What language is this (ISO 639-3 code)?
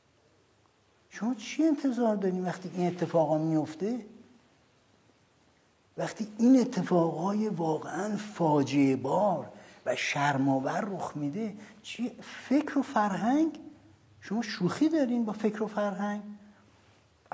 fas